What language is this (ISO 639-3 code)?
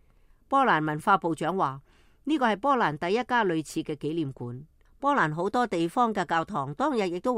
yue